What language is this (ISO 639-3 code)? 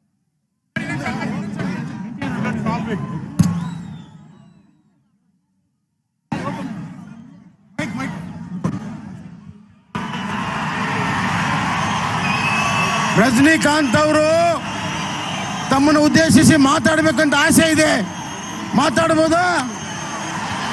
kan